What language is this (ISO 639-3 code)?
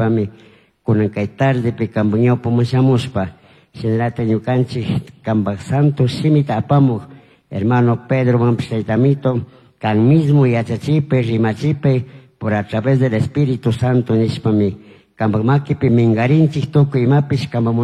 qug